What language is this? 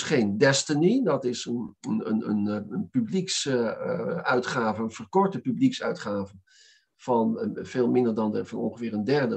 Dutch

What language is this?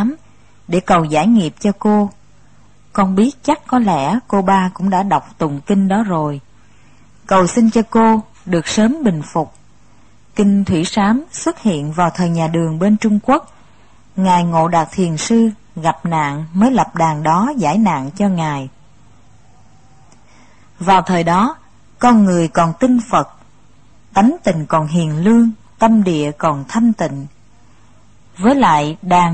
Vietnamese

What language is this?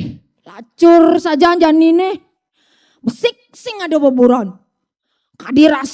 Balinese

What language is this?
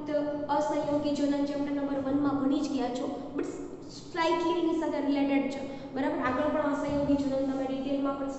Gujarati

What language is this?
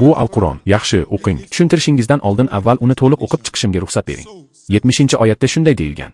Uzbek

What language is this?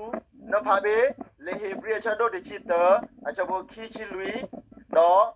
S'gaw Karen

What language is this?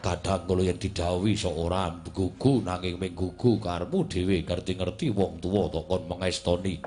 Javanese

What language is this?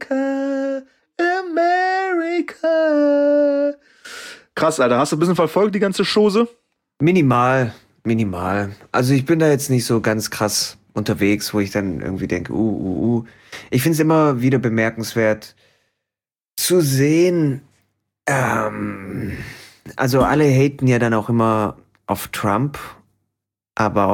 German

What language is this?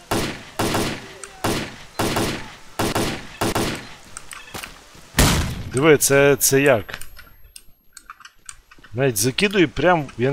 Ukrainian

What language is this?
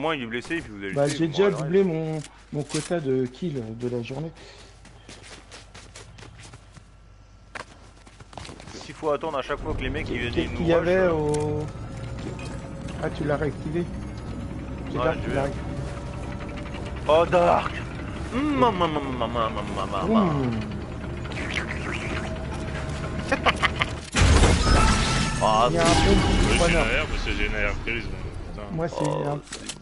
French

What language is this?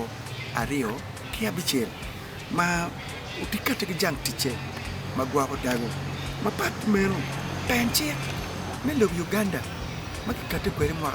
Acoli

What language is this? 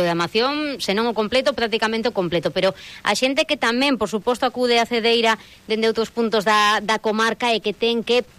Galician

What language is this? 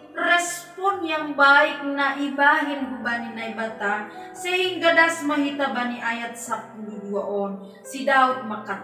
Batak Simalungun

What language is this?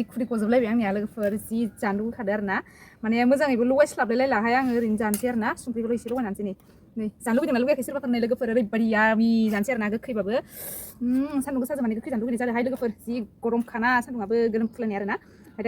Bodo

